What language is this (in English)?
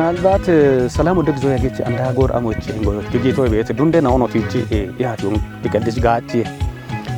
Kafa